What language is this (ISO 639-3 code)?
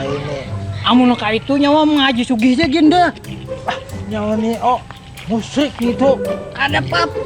bjn